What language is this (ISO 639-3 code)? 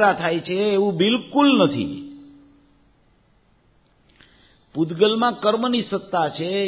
guj